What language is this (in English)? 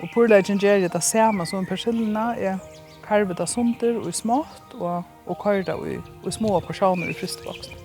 Faroese